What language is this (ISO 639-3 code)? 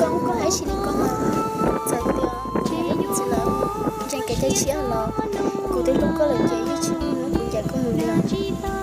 hmn